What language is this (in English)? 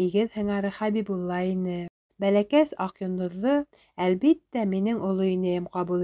Bashkir